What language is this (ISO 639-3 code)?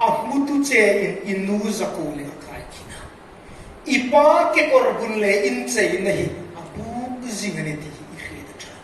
hmr